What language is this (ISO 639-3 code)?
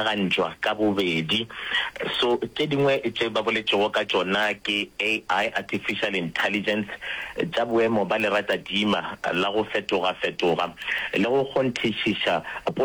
nso